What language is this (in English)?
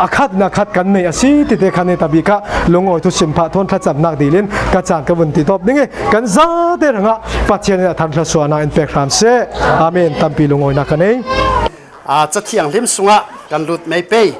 Falam Chin